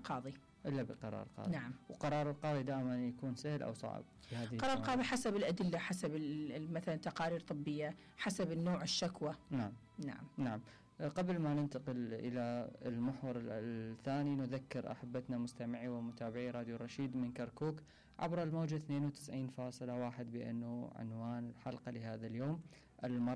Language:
Mesopotamian Arabic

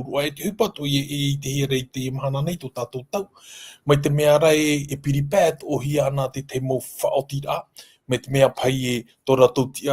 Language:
Tahitian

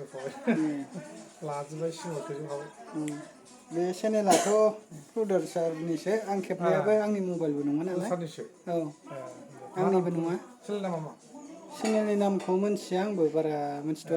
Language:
Bodo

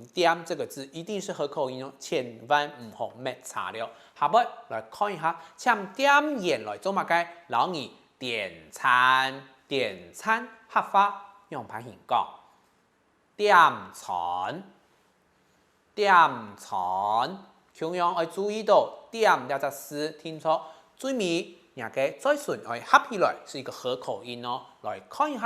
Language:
Hakka Chinese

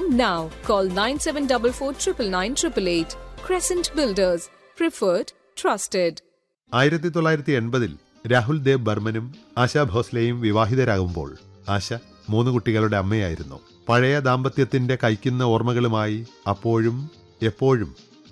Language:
Malayalam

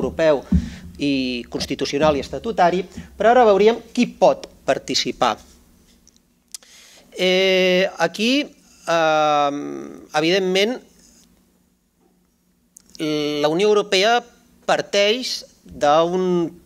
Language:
Catalan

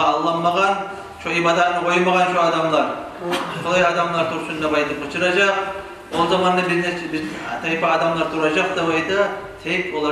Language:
Kumyk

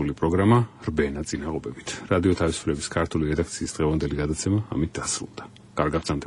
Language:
Georgian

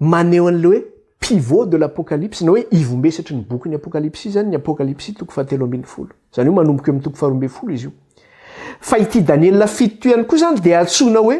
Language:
Malagasy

